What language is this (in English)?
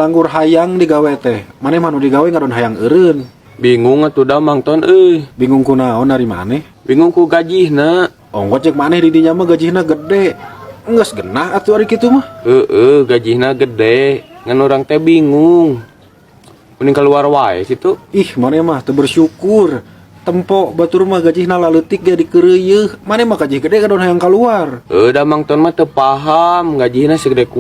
Sundanese